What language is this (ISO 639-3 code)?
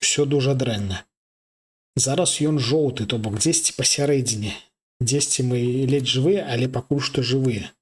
bel